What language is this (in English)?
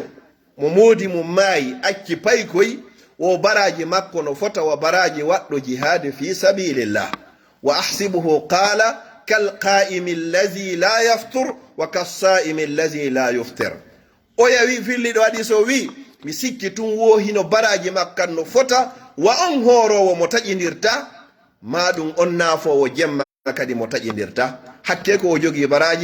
Fula